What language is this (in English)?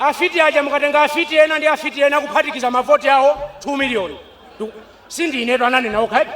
Nyanja